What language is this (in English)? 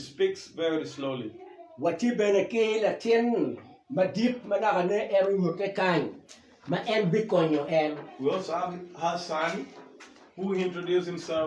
Acoli